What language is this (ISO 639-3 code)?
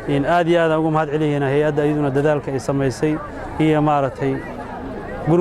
som